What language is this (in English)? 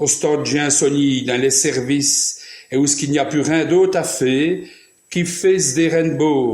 Walloon